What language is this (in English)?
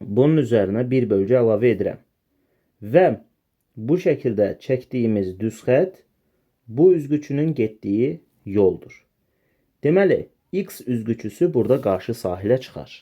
Azerbaijani